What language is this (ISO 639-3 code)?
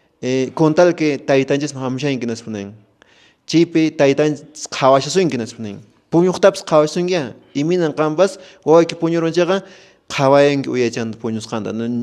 que